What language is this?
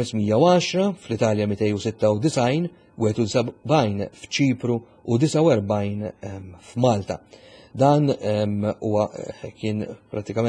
Maltese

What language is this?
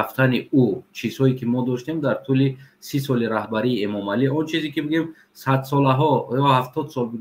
Tajik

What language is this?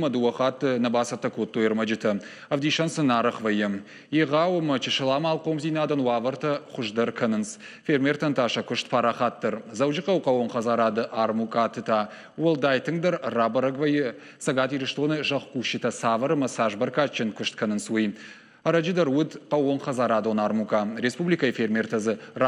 Ossetic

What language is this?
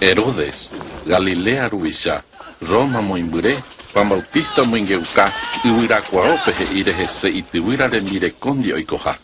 Guarani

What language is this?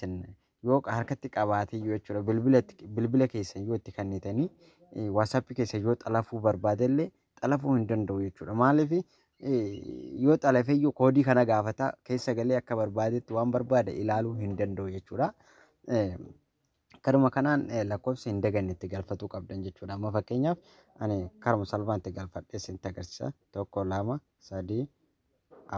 Oromo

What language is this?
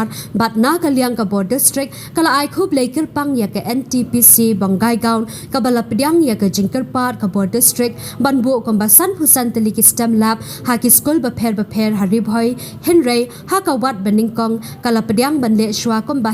Khasi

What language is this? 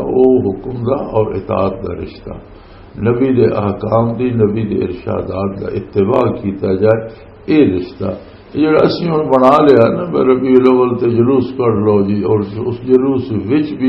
Western Panjabi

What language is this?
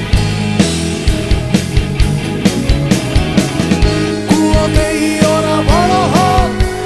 Bangla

